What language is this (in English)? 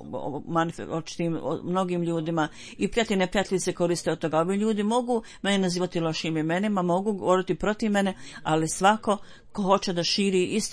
Bosnian